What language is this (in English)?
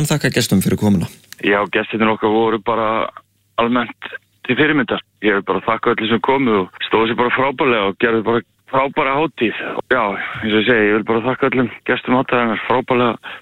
Icelandic